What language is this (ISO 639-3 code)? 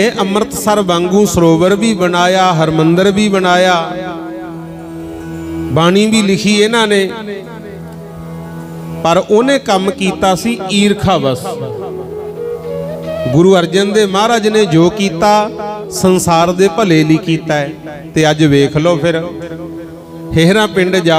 pan